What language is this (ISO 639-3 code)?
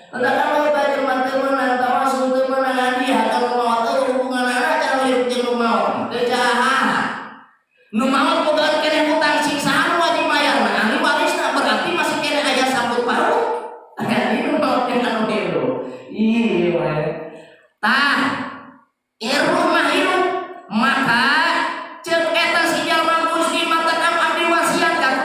sun